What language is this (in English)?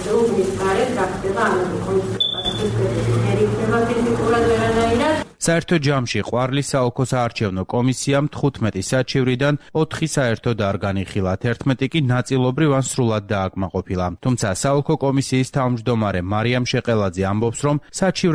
Georgian